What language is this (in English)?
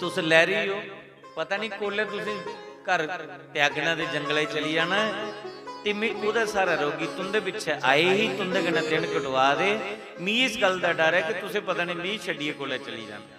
Dogri